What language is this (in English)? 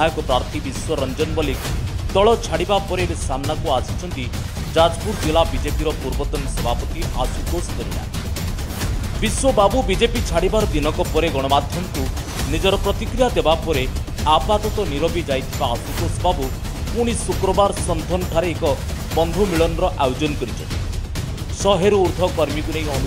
Odia